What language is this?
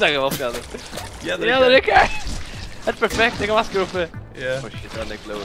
Faroese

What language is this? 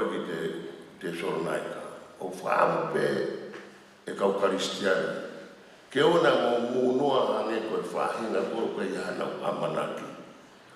Tongan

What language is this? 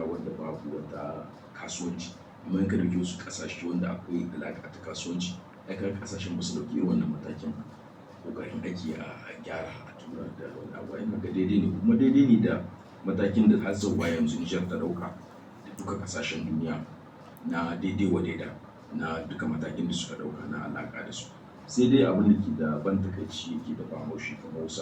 Hausa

